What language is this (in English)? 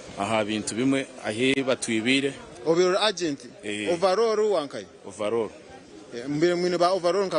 Nyankole